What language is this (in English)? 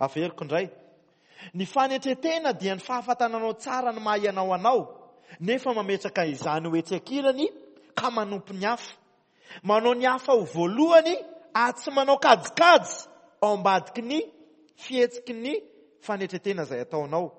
Malagasy